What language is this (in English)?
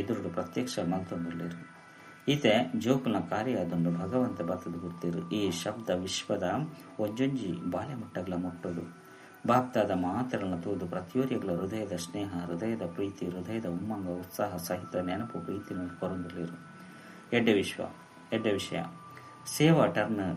Tulu